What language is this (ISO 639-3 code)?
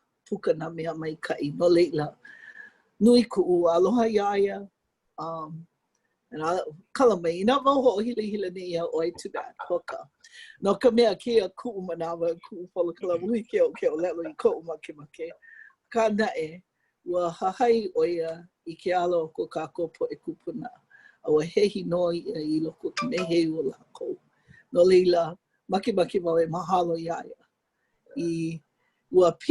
haw